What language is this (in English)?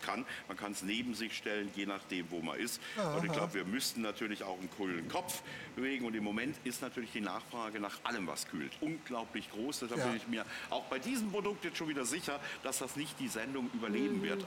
German